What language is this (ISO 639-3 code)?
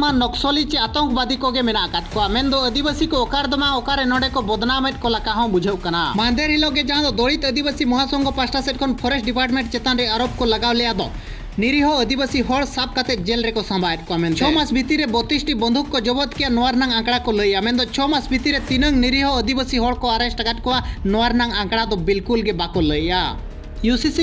sat